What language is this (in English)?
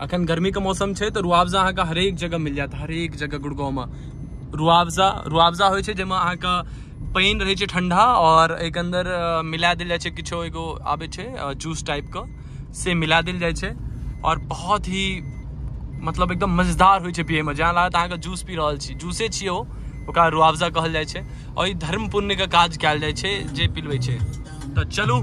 Maithili